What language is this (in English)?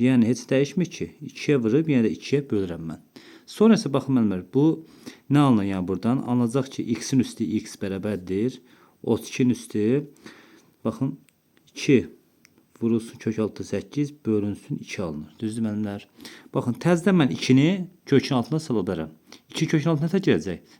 Azerbaijani